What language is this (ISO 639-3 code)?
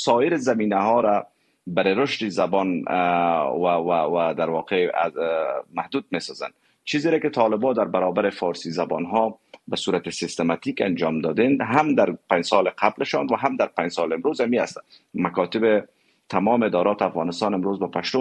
fas